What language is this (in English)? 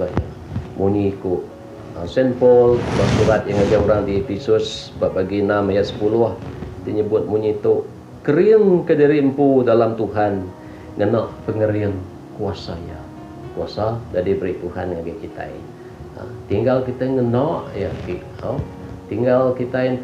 Iban